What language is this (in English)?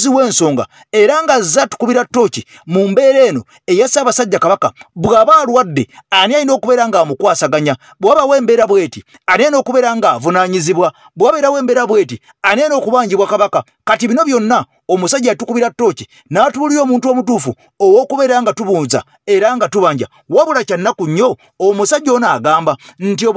Ganda